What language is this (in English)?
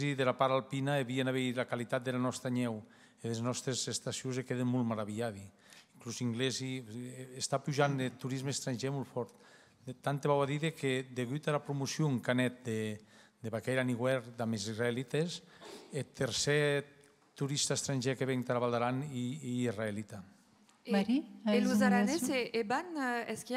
Occitan